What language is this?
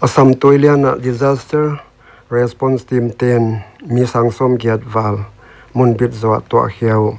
Paite Chin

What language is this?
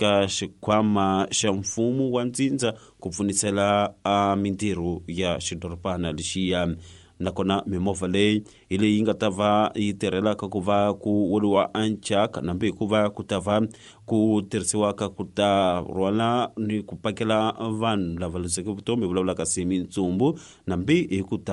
Tsonga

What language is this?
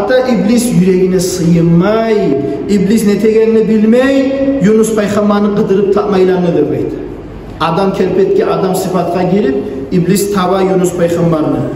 Kumyk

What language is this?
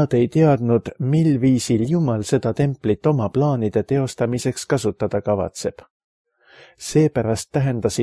Estonian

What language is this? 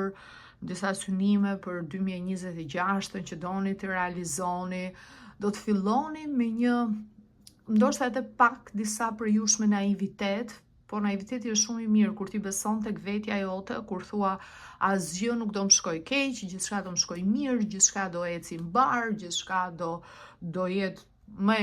Albanian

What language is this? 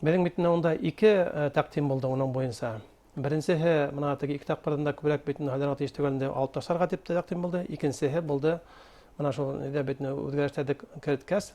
Bashkir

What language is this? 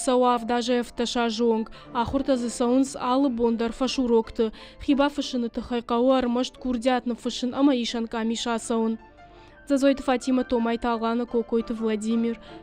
Ossetic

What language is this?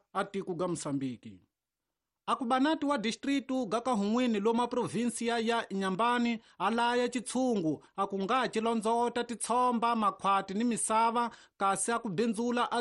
Tsonga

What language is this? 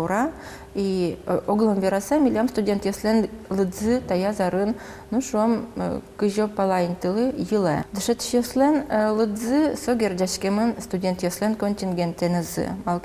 Udmurt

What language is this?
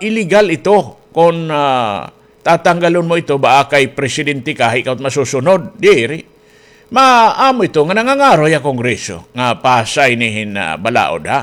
Waray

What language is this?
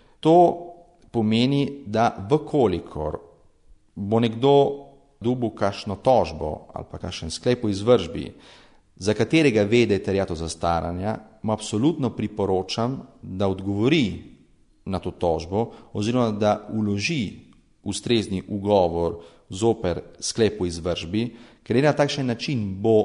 Slovenian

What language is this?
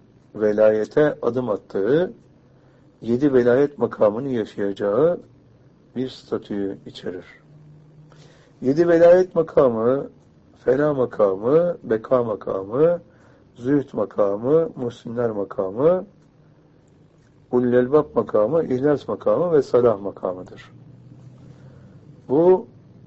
Turkish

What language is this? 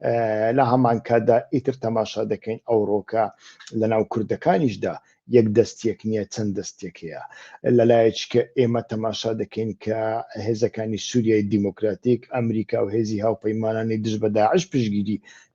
Central Kurdish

